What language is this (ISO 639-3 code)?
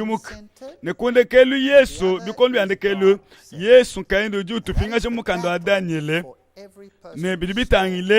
lua